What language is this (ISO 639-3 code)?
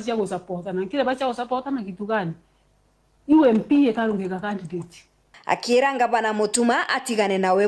mer